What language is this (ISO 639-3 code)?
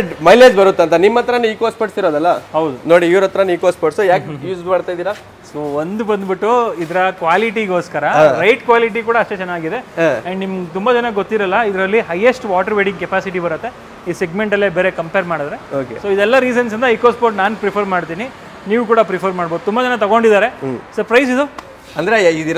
kan